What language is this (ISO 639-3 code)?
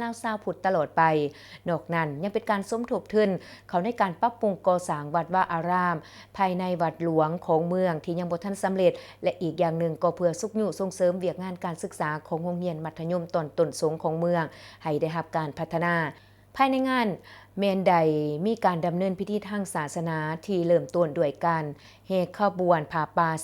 lao